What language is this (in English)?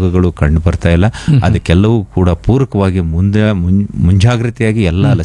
Kannada